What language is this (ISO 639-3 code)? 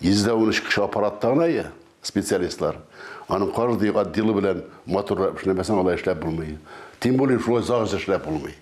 tat